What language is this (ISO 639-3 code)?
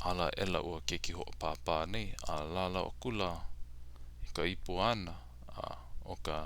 haw